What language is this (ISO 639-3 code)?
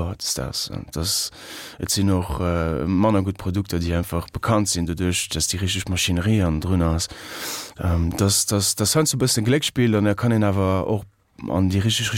ltz